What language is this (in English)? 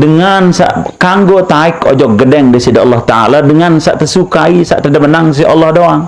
Sasak